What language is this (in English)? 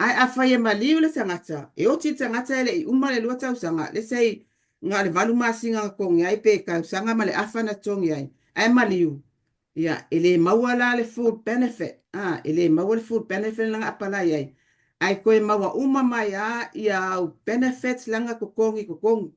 Samoan